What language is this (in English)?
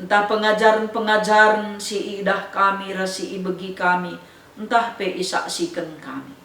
Batak Karo